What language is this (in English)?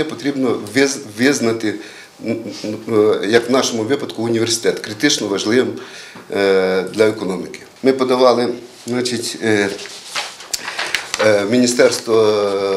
Ukrainian